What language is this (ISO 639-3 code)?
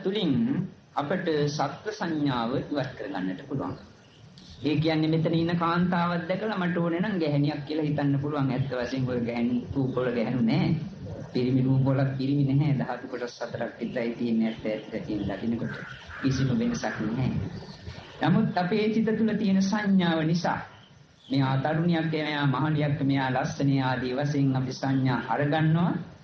sin